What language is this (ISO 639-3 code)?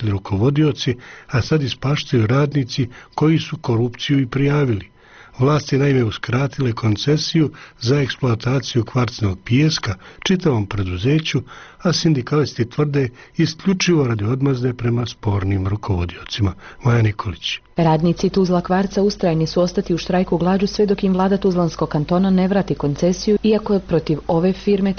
bos